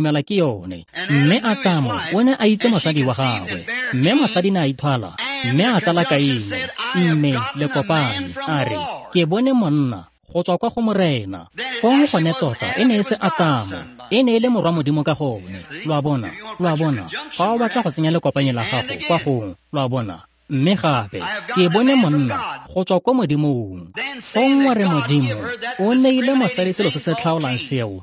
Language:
Tswana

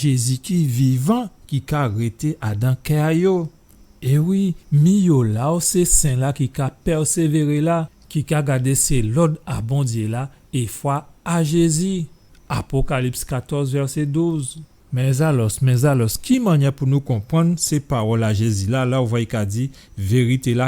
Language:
Guadeloupean Creole French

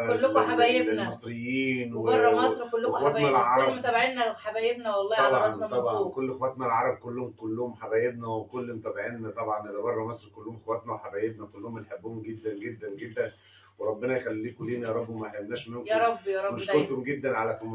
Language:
Egyptian Arabic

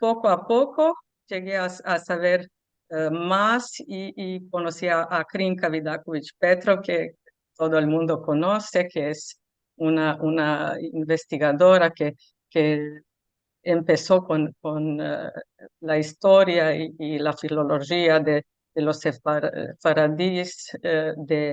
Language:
Ladino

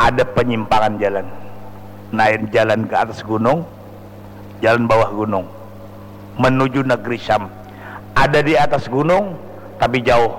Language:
Banjar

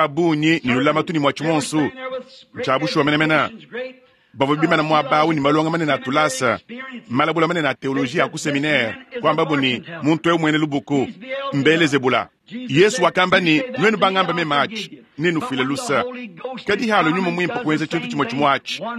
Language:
Luba-Lulua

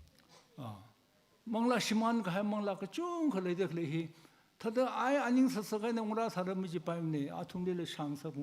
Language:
Tangkhul Naga (India)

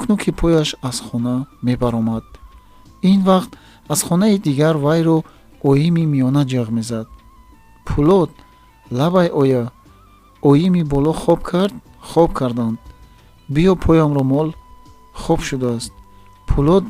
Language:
Tajik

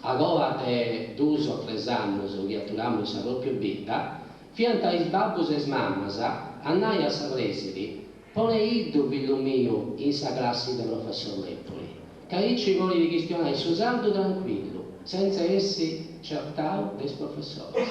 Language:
Sardinian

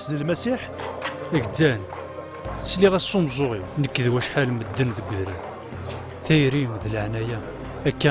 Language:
Kabyle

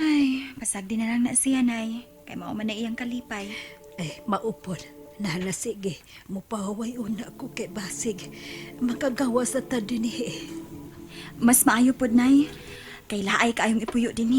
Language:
Cebuano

